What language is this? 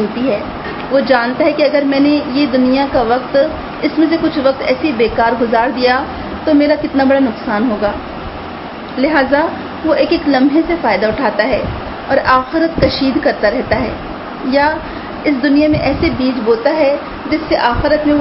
Urdu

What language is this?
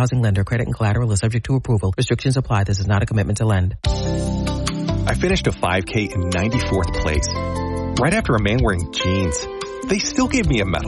English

